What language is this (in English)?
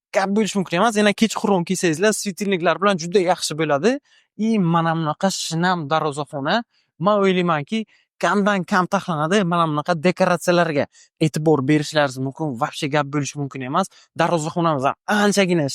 Uzbek